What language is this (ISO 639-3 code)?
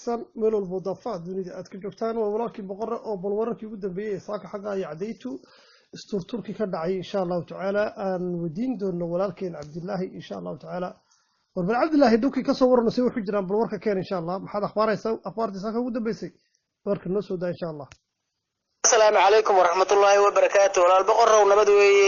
som